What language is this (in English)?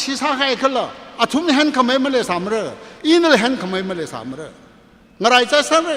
Tangkhul Naga (India)